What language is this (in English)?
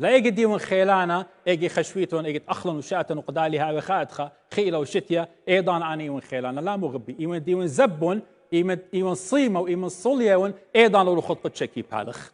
Assyrian Neo-Aramaic